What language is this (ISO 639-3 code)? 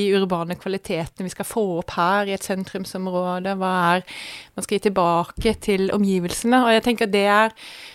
nor